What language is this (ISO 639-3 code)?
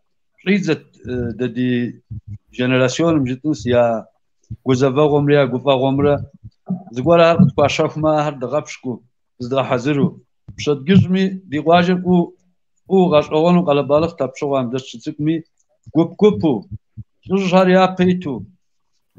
kbd